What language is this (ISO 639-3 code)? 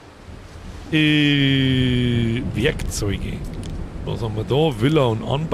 bar